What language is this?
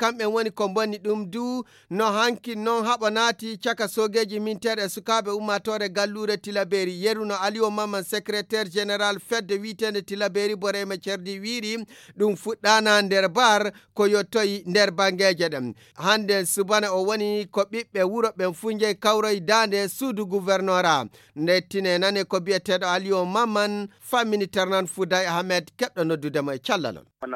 Fula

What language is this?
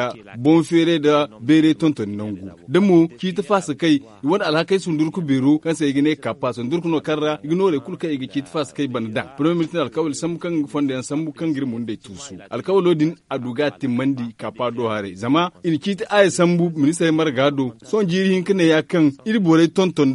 Zarma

